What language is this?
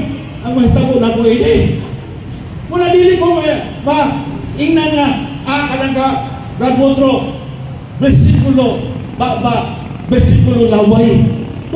Cebuano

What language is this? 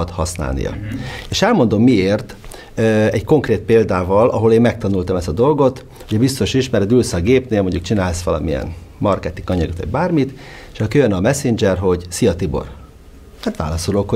Hungarian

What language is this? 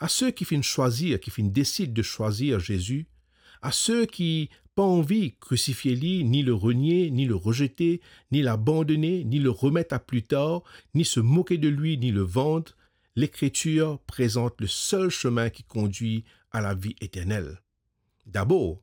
Morisyen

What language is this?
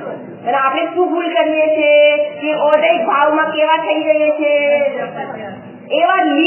Gujarati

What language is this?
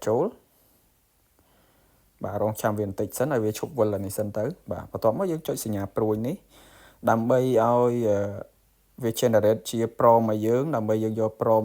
Khmer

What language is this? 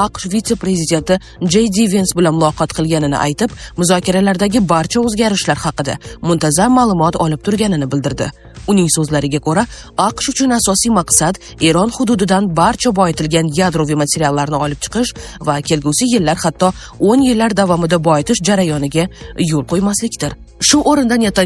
Uzbek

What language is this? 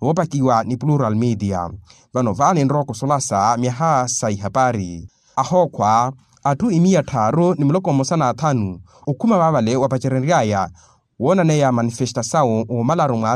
Makhuwa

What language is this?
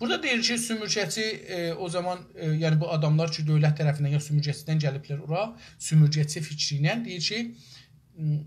South Azerbaijani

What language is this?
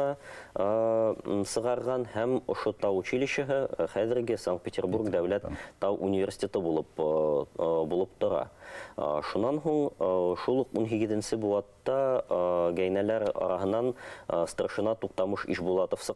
Bashkir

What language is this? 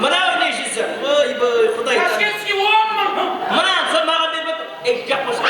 Kara-Kalpak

